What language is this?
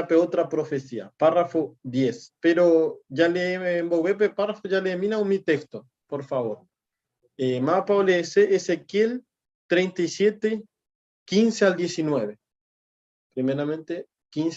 Guarani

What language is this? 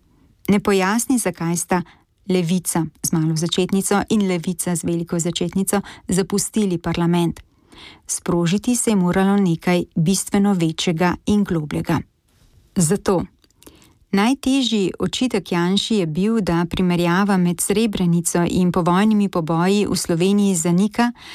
Slovenian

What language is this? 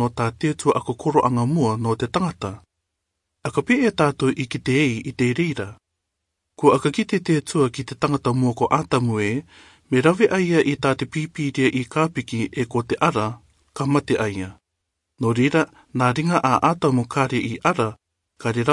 Rarotongan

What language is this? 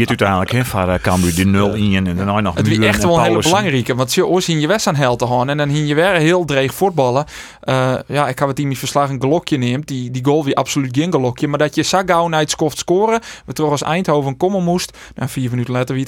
Western Frisian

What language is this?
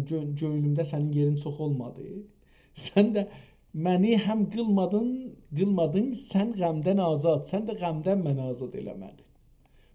South Azerbaijani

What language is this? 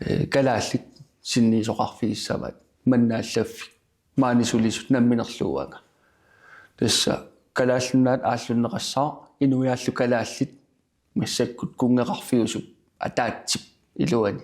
Kalaallisut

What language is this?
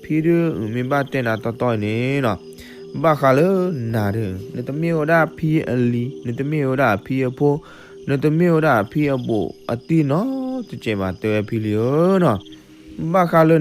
S'gaw Karen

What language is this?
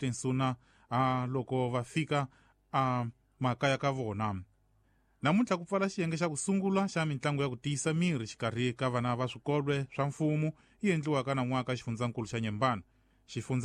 Tsonga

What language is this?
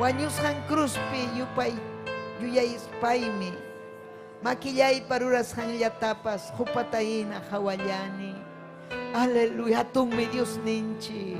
Ayacucho Quechua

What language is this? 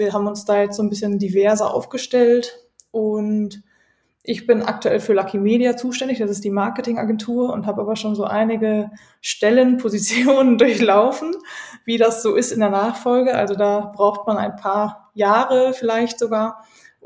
German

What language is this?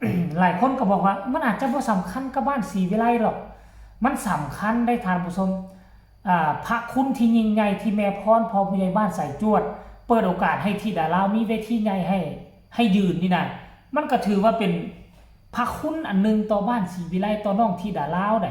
Lao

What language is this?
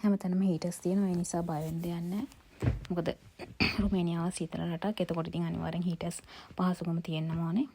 Sinhala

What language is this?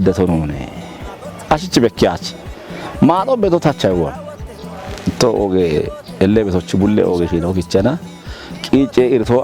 Kafa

